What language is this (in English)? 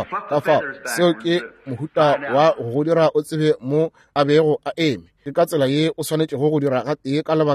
Northern Sotho